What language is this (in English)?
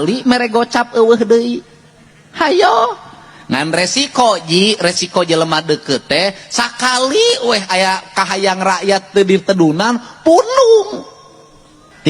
Sundanese